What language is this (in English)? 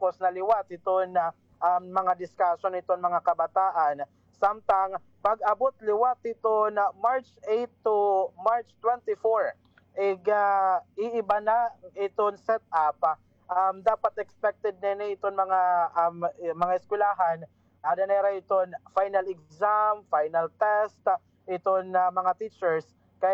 Waray